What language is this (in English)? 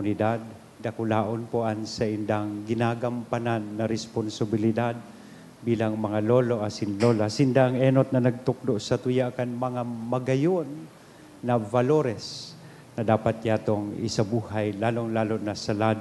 Bikol